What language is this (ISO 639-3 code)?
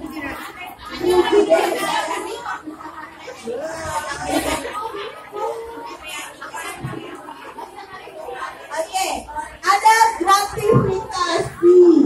ind